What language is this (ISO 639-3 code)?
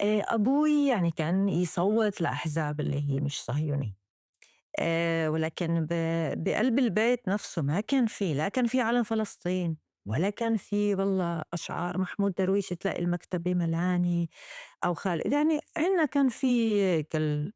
apc